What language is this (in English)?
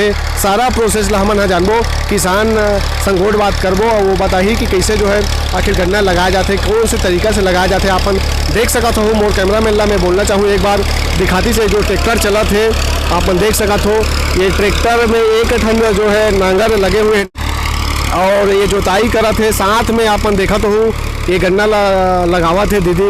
Chhattisgarhi